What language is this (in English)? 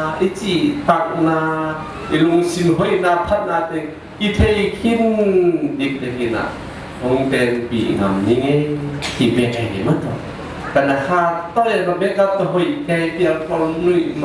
Tedim Chin